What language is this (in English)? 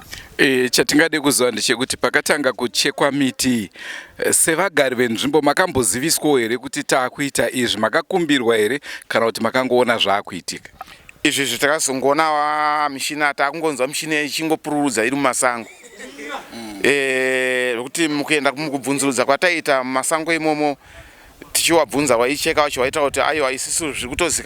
Shona